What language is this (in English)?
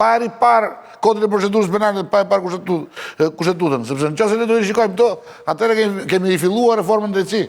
Albanian